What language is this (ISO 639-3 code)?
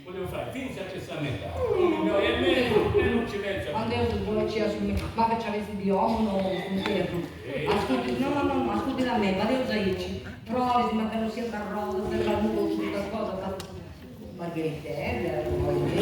srd